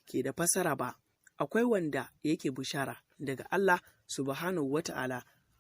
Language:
Hausa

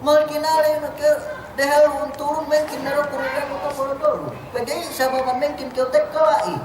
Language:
Yakan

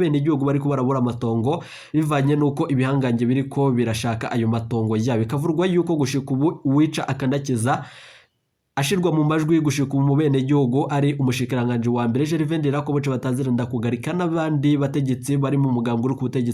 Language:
Rundi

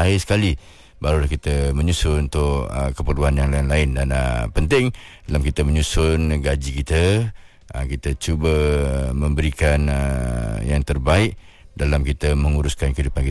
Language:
Malay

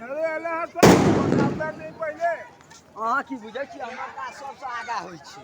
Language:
Maithili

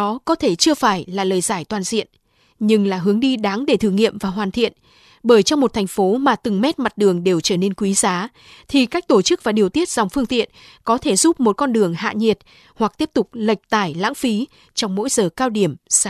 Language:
Vietnamese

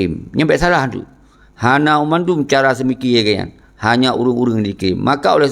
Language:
Achinese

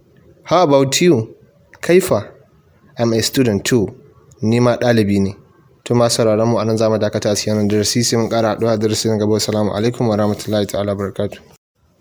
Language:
Hausa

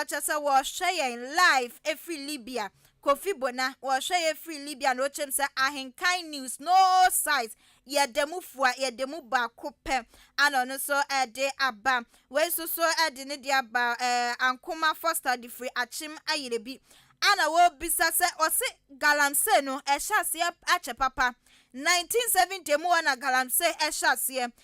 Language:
Akan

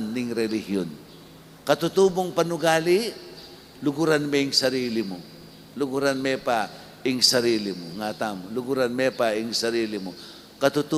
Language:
Pampanga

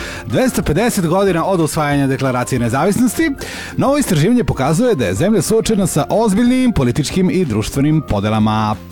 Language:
Serbian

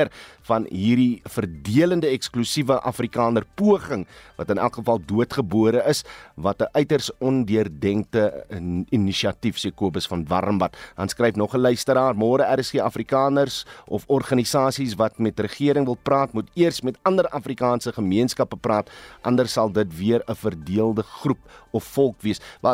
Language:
Afrikaans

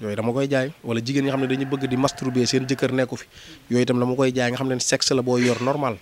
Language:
Wolof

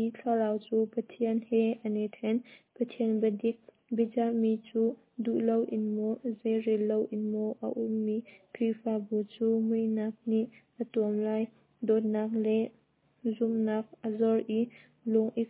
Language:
Hakha Chin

